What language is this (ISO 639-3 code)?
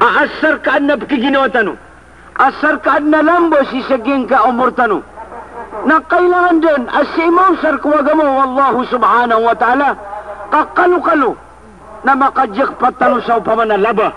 mrw